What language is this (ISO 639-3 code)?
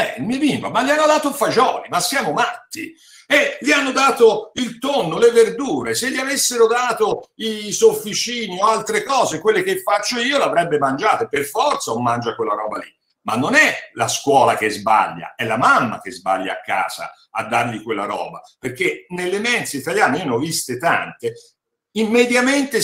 ita